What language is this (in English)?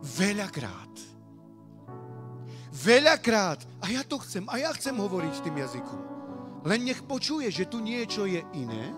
Slovak